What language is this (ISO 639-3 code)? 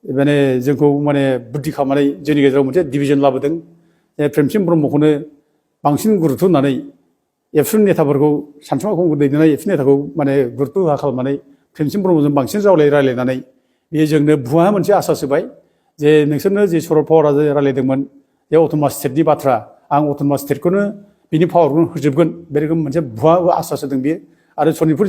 brx